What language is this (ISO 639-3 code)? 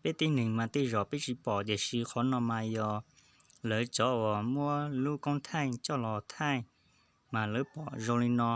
hmn